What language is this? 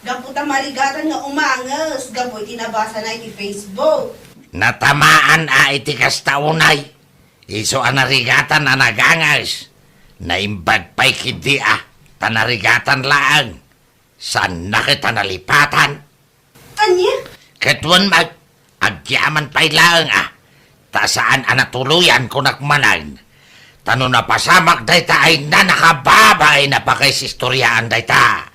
Iloko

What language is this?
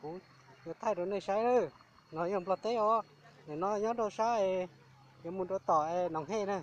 Hmong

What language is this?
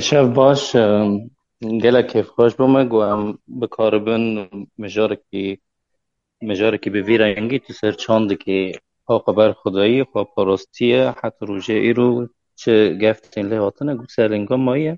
Kurdish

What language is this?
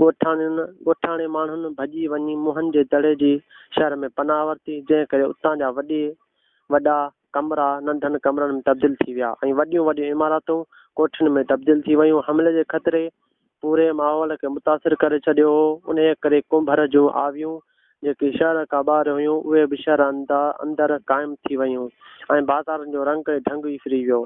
Sindhi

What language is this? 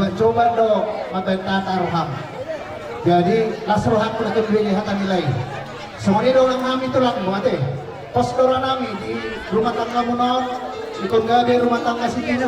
Batak Toba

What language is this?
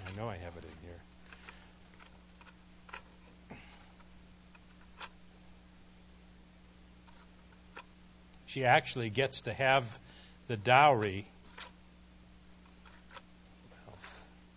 English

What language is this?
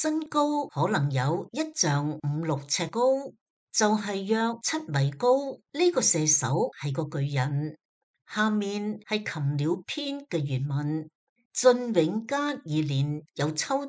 Cantonese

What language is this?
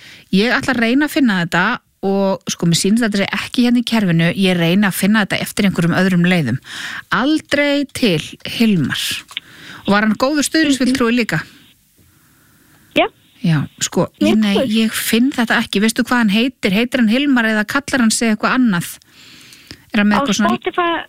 Icelandic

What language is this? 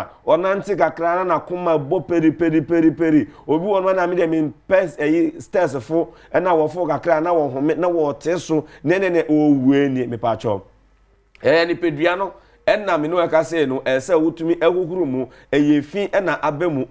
Akan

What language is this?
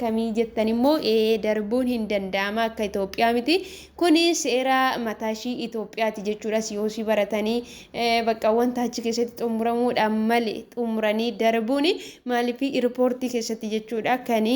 Oromo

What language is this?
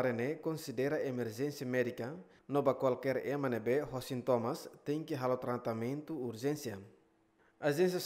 Tetum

